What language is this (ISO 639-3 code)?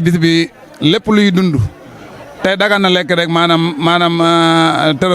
wol